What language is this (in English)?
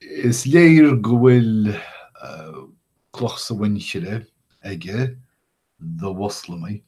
Irish